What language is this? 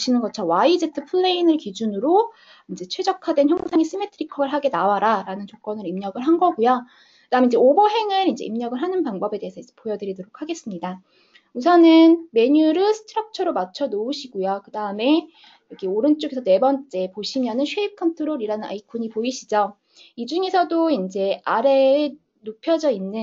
Korean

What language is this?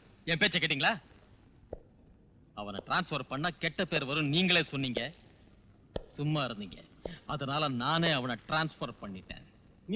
Tamil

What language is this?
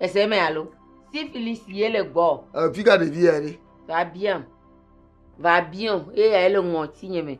Ewe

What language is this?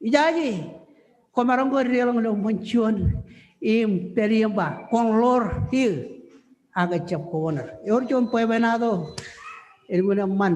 Marshallese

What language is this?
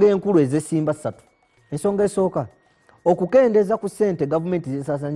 Ganda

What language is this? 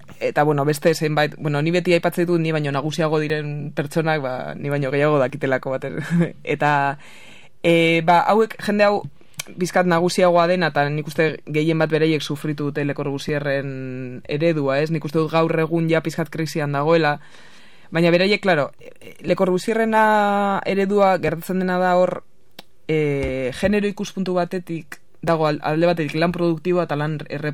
Basque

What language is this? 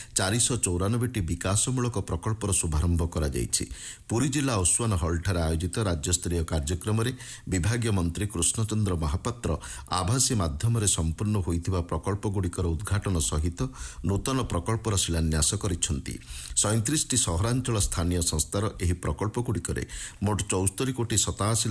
Odia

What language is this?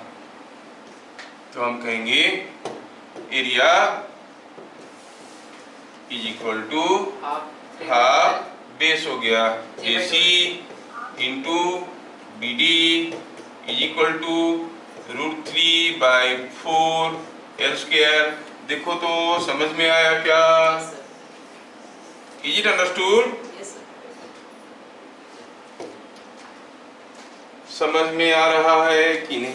Hindi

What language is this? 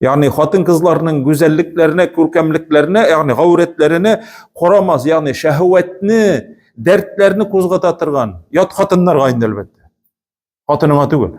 Tatar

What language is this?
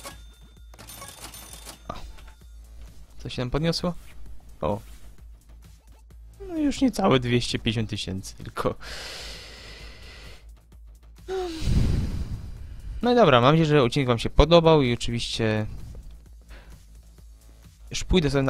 Polish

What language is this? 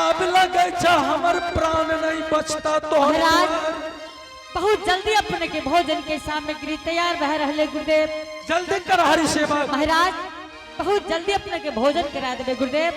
Angika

